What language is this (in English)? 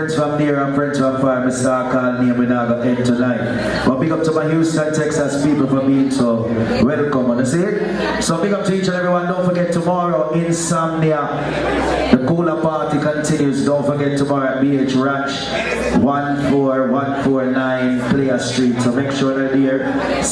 Jamaican Creole English